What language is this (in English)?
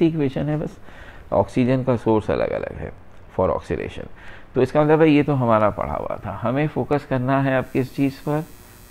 Hindi